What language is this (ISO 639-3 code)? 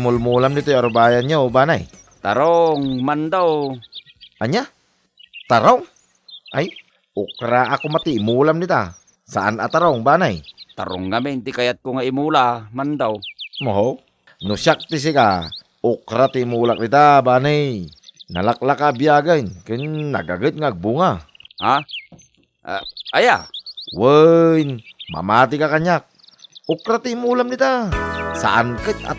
ilo